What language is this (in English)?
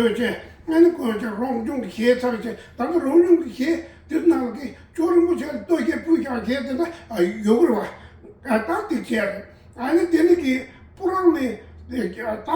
Tibetan